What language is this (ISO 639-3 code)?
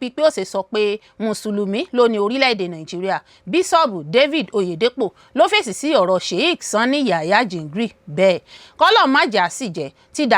yor